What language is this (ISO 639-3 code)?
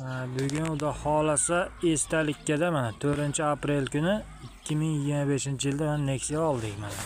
uzb